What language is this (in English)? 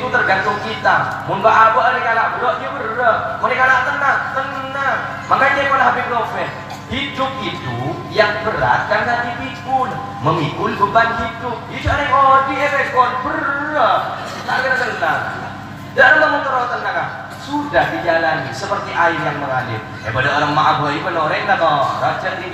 Madurese